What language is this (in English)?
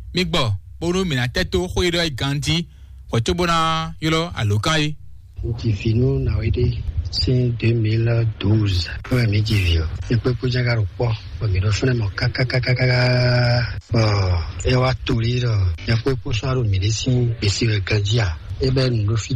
Fon